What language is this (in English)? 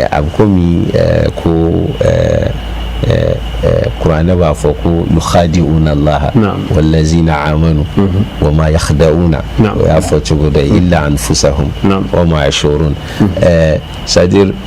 Bambara